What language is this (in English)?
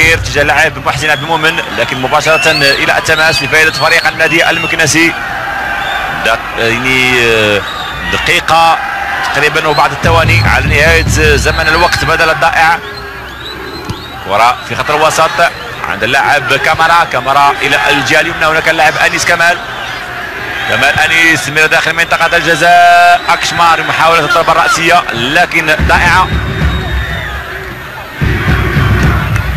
Arabic